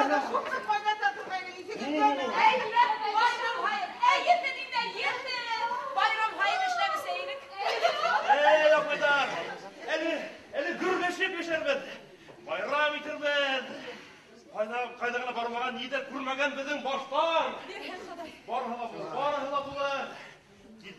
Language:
Bashkir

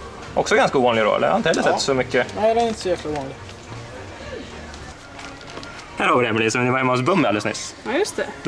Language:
Swedish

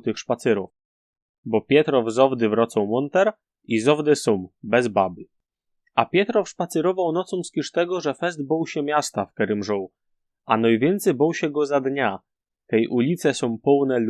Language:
Silesian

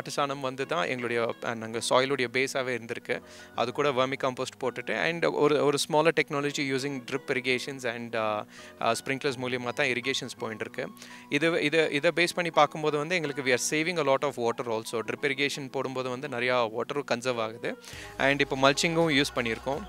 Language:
Tamil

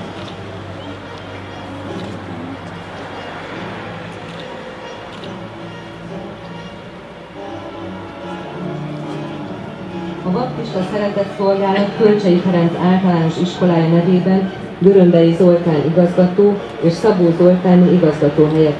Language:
Hungarian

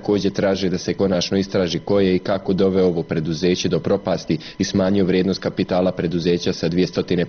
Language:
Bosnian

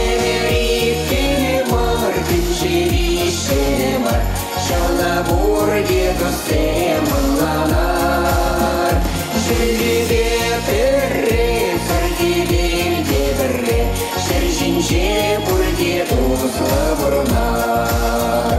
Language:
Chuvash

